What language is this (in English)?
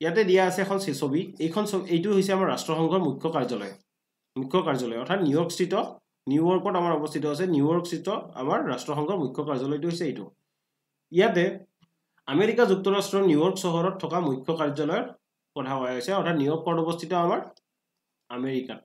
Assamese